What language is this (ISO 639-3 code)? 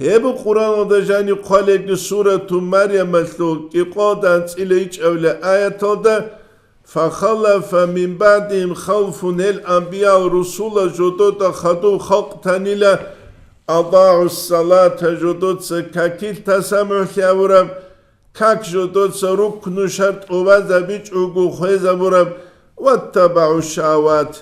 ava